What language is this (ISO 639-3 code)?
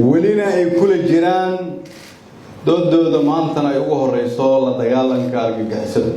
som